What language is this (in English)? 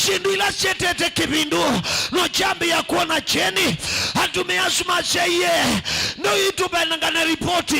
Kamba